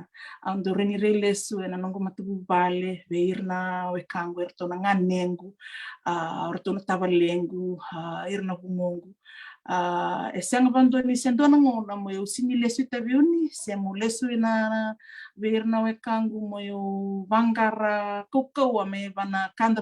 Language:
Fijian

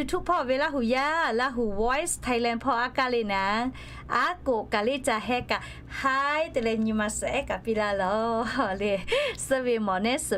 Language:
Lahu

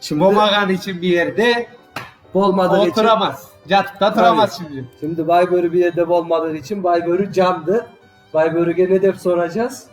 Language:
Crimean Tatar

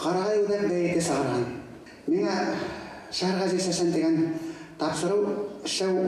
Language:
Bashkir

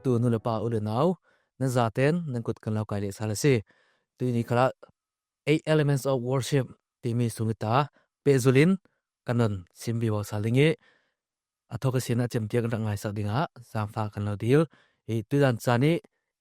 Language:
Falam Chin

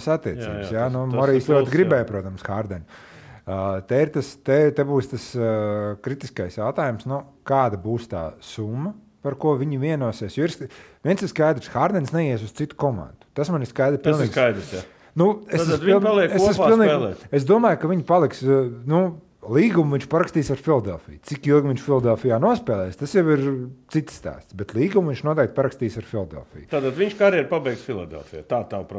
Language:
Latvian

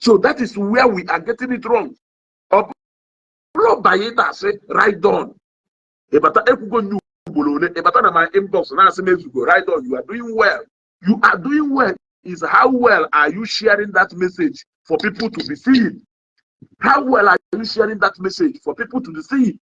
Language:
Igbo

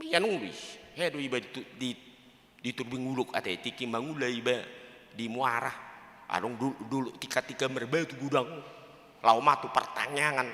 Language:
Batak Toba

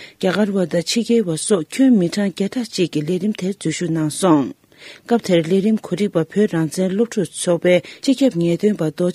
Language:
Tibetan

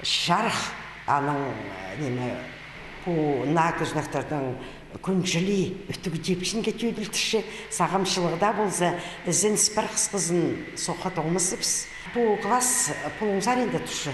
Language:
Khakas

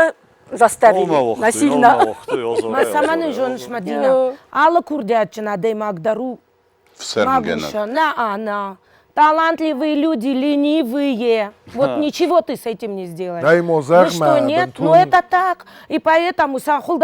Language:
Ossetic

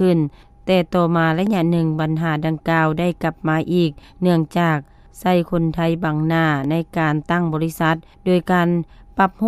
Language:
Lao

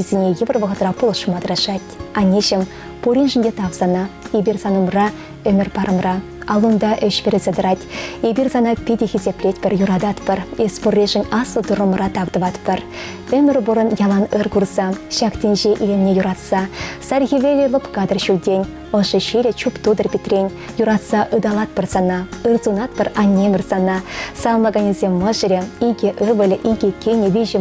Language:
Chuvash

